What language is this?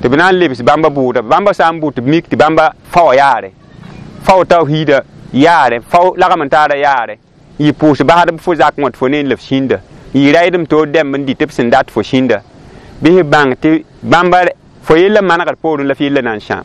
Mossi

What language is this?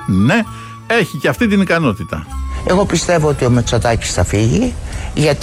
Greek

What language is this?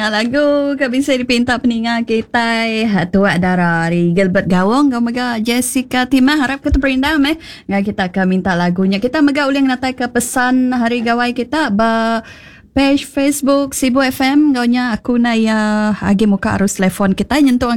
Iban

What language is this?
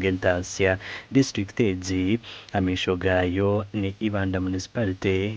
Nyankole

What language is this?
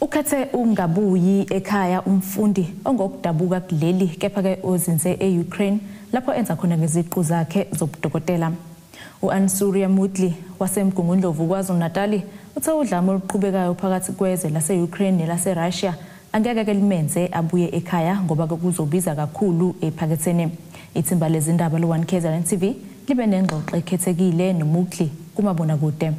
Zulu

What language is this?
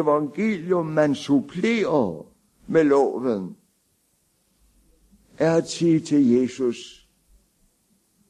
Danish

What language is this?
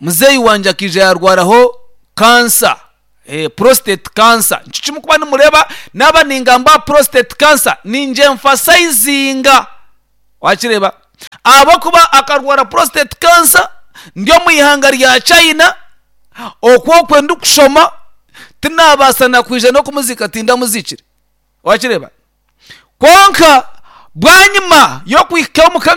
Nyankole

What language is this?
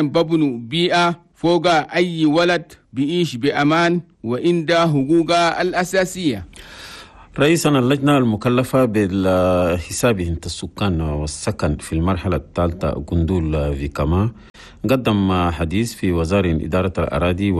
Chadian Arabic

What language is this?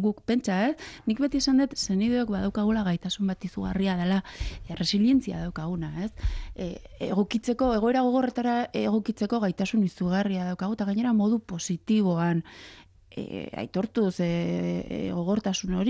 Basque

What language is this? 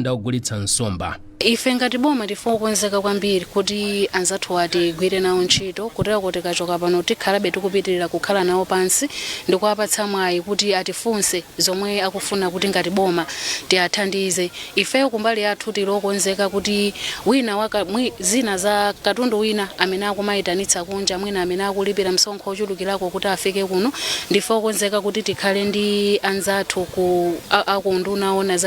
Nyanja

